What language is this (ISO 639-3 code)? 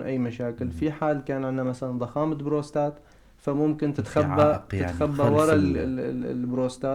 apc